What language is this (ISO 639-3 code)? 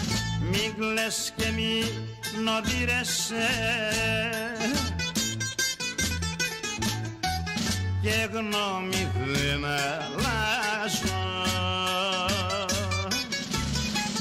ell